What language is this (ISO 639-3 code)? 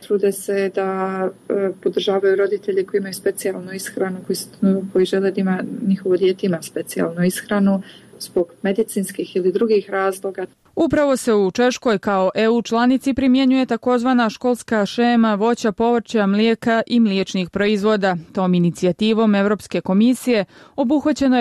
bos